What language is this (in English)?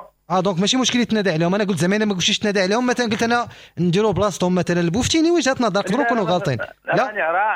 Moroccan Arabic